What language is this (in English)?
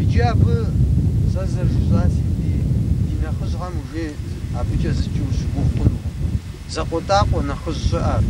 Kabardian